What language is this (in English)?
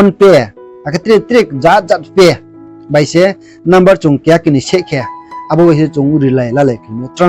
Riang (India)